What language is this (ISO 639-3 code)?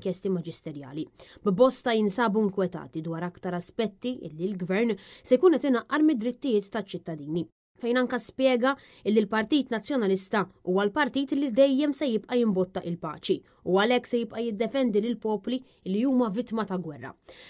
mlt